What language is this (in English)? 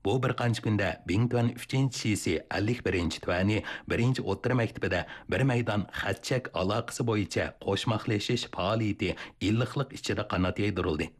Uyghur